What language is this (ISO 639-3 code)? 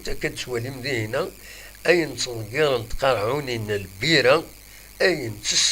kab